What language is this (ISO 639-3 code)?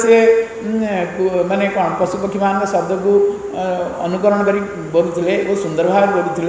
ori